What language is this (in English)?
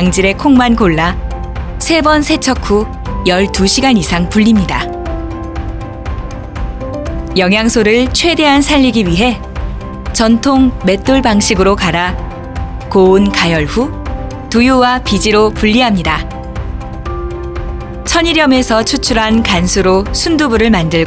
Korean